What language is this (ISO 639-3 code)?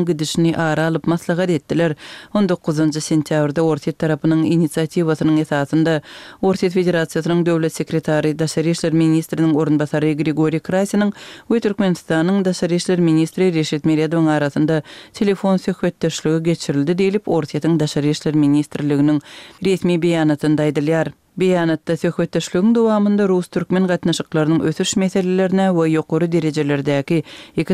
tuk